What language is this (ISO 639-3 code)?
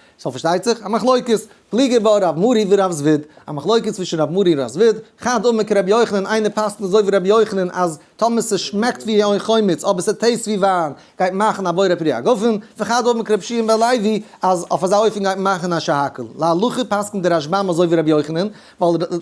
yid